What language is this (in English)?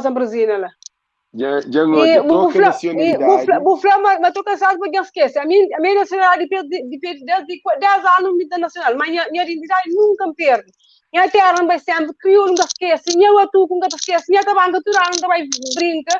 Kabuverdianu